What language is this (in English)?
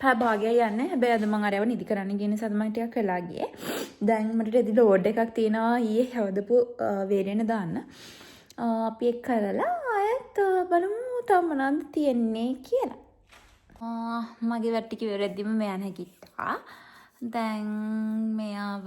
Sinhala